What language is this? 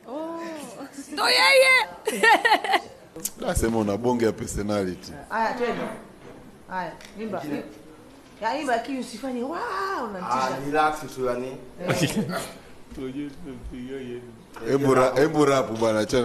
Swahili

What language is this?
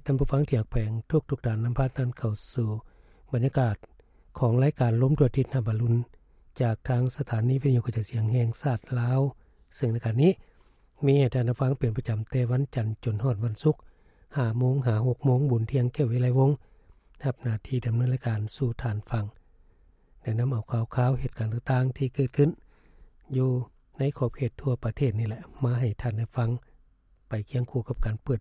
Lao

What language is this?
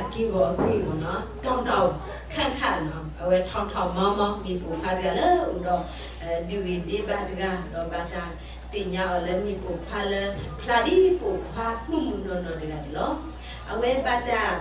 S'gaw Karen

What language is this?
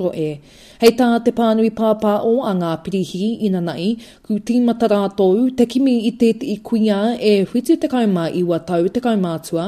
Māori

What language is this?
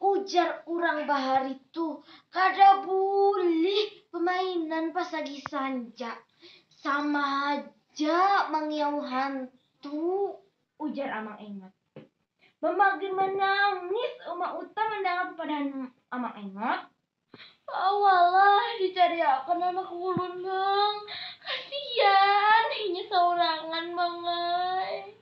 Banjar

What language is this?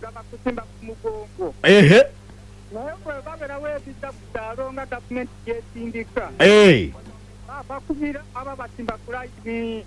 Ganda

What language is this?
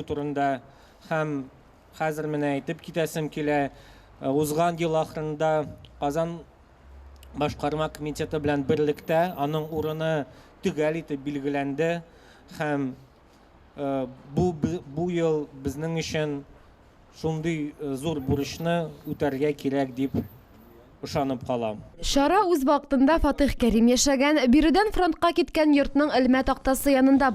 Tatar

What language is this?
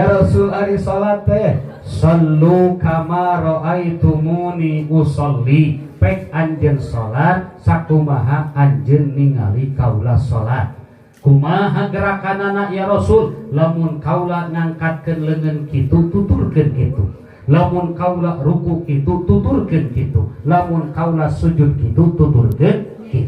Sundanese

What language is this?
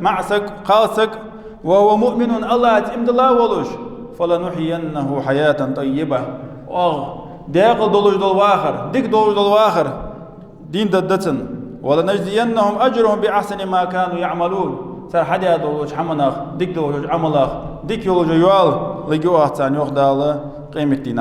Ingush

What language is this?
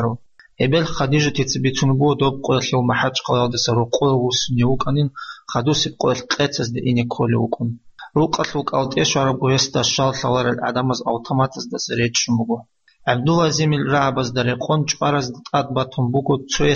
Avaric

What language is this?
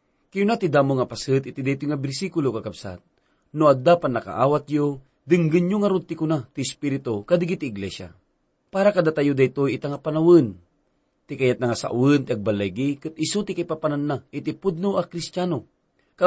Iloko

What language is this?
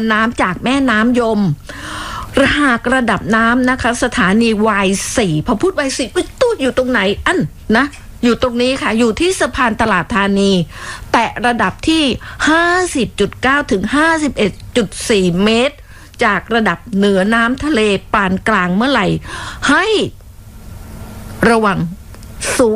Thai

